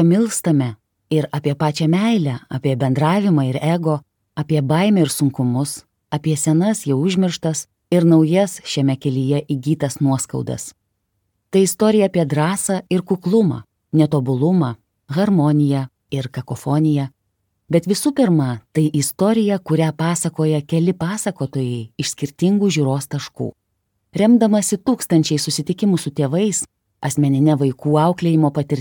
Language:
Lithuanian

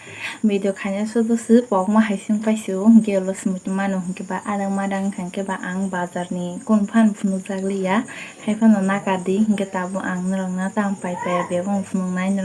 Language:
Kok Borok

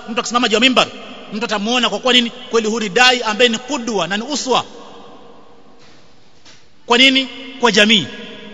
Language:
Swahili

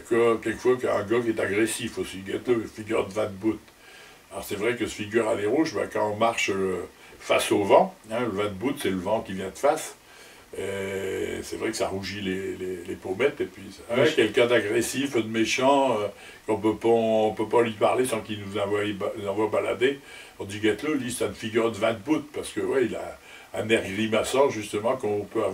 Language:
Picard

